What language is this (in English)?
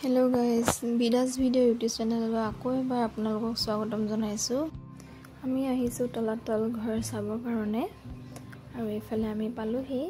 Assamese